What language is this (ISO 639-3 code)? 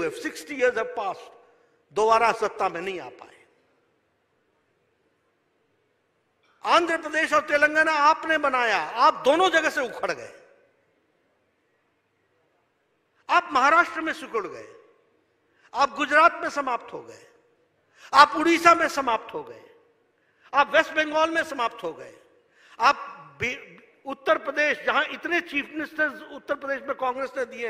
hin